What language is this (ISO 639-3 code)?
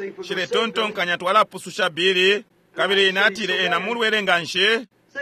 bem